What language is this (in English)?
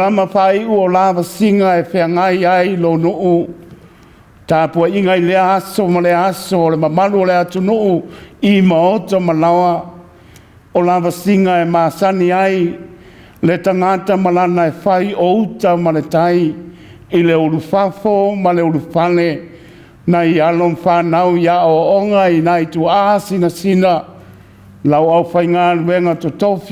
Samoan